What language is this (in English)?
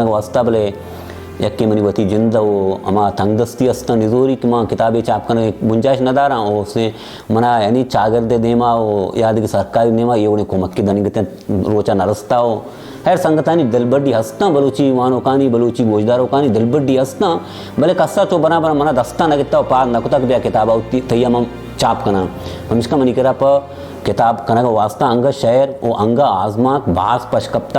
Baluchi